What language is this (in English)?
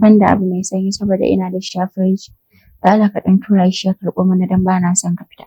Hausa